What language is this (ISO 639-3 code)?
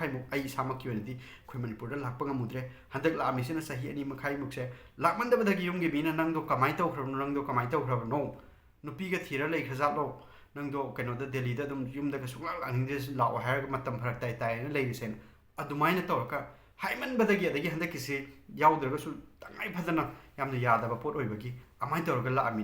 mni